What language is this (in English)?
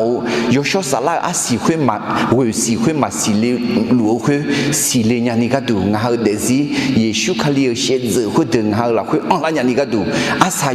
Akha